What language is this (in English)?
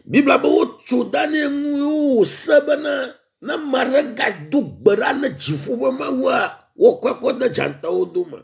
Ewe